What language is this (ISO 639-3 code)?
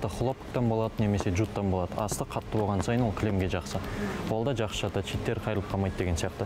kaz